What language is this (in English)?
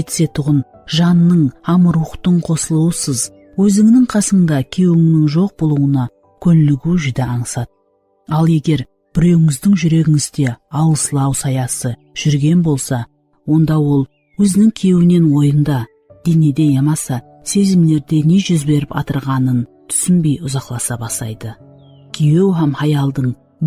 Kara-Kalpak